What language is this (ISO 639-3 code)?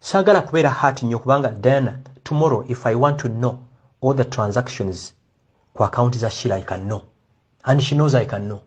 lug